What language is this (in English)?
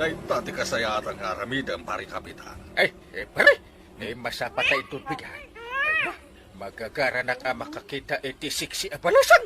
Iloko